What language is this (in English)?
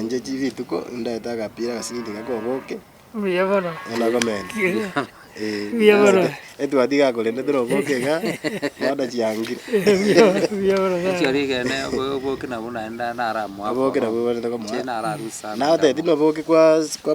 Gusii